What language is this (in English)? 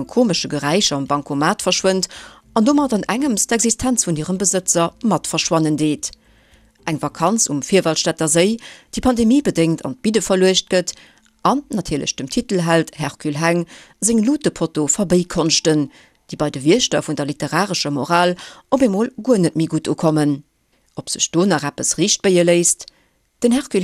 Luxembourgish